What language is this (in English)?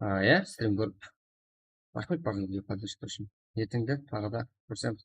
Kara-Kalpak